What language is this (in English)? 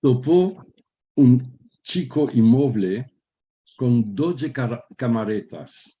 Ladino